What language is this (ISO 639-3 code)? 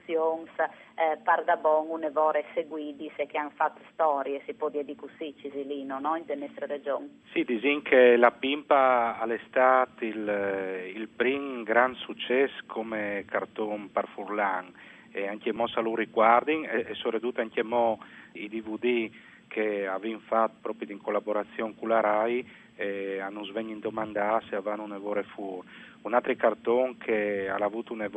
fur